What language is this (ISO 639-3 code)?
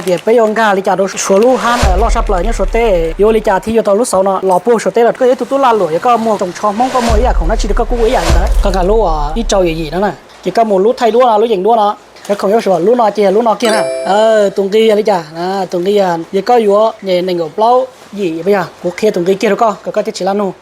hmn